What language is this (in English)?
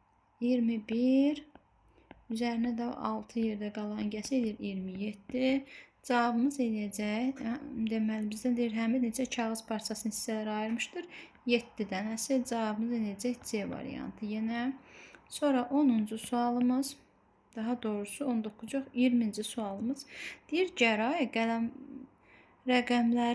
Azerbaijani